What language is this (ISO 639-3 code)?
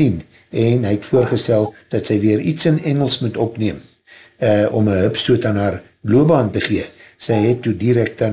afr